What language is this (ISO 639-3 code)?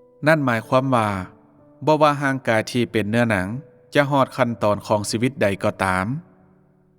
lao